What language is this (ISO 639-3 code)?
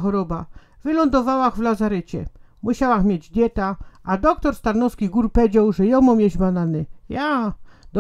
szl